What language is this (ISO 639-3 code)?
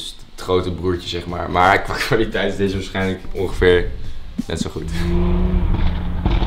nld